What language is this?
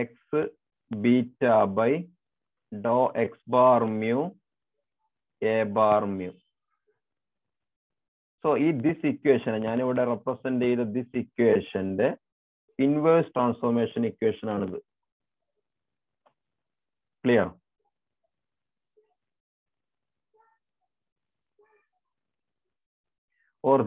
Malayalam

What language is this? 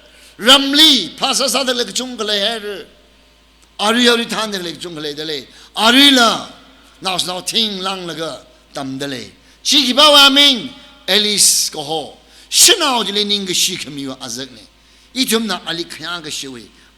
Tangkhul Naga (India)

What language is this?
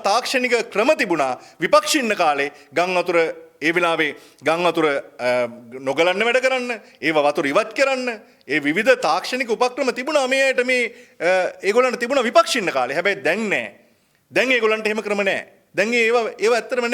Sinhala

